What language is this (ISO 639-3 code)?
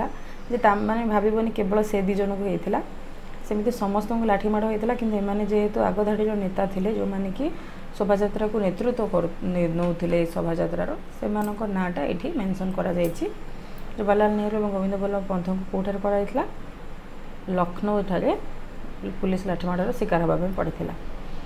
ori